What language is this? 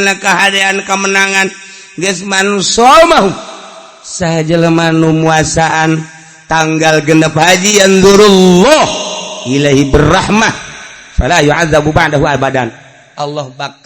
Sundanese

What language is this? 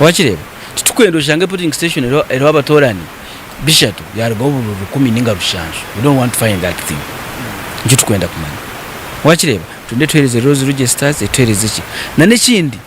Nyankole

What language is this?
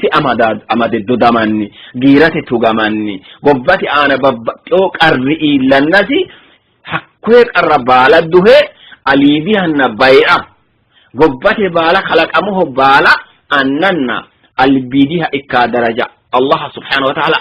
Sidamo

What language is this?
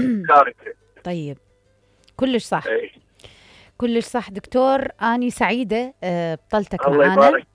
Mesopotamian Arabic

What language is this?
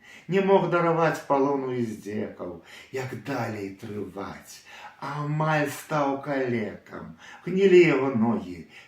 Belarusian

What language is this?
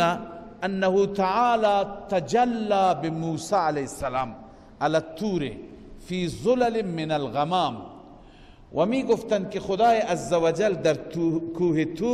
Persian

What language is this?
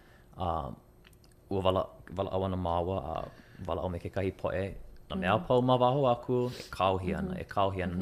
Hawaiian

